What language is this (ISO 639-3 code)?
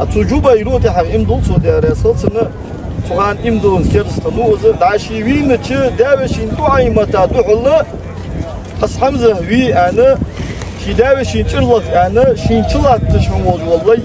inh